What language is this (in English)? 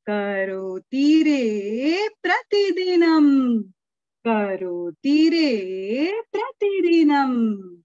Sanskrit